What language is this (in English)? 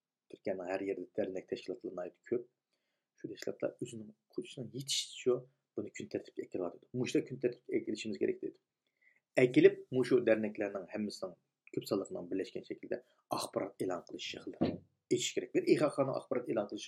Uyghur